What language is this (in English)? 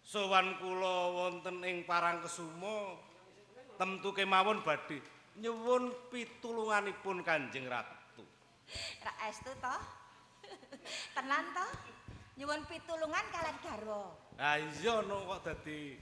Javanese